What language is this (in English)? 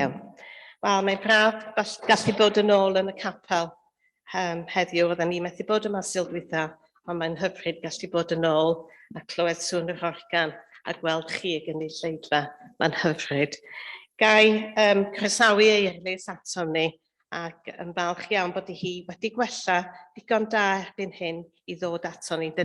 Welsh